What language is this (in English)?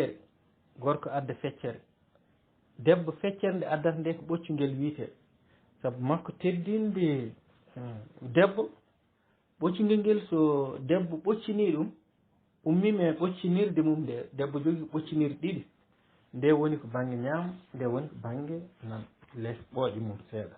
Fula